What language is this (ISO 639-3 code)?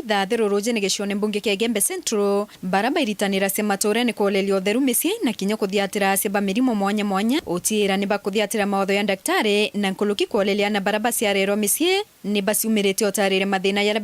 mer